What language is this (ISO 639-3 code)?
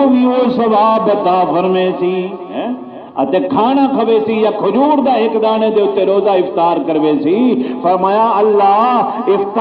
skr